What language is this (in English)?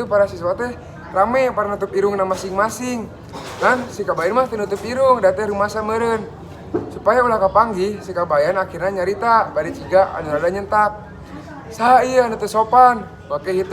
Sundanese